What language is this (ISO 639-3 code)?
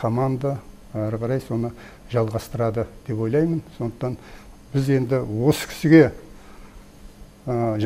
kaz